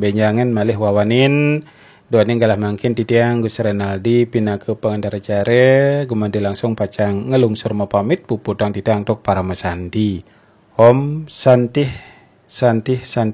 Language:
Balinese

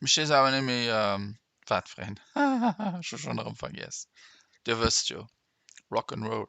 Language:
Luxembourgish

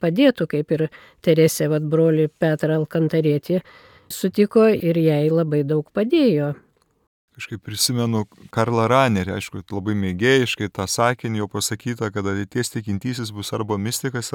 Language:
Lithuanian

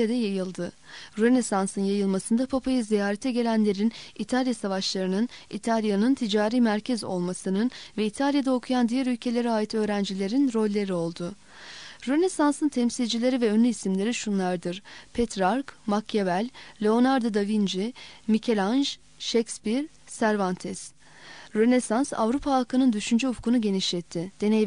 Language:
Turkish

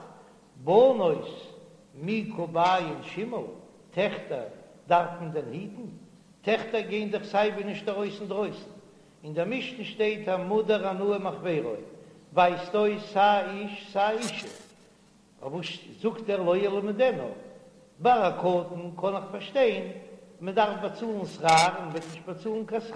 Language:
Yiddish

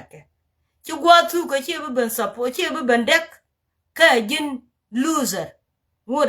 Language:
Nuer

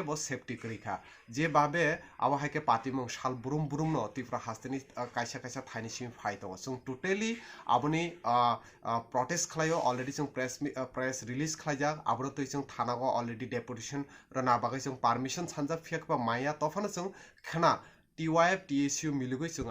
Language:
Kok Borok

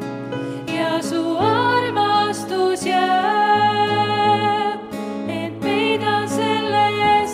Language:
Estonian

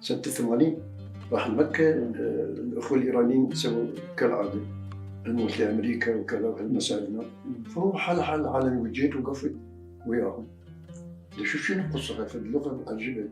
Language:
Mesopotamian Arabic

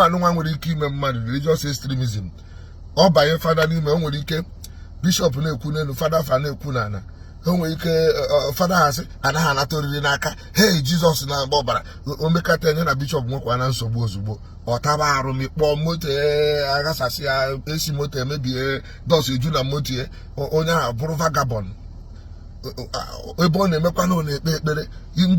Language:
Igbo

